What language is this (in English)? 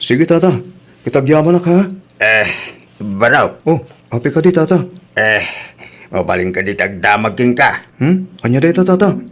Iloko